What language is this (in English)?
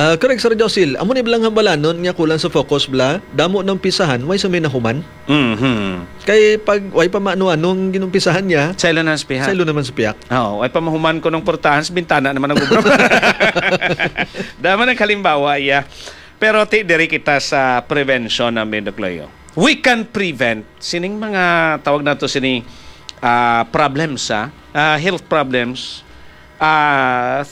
Hiligaynon